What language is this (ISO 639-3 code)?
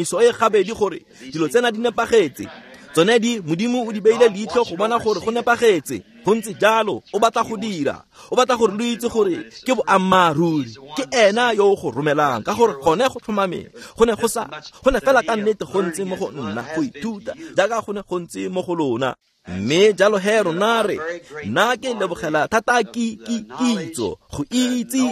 tsn